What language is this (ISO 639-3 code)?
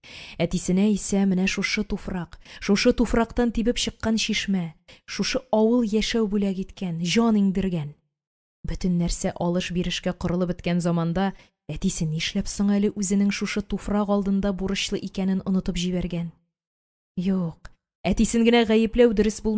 tat